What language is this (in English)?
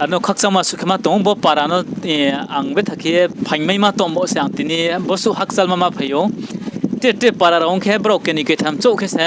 Riang (India)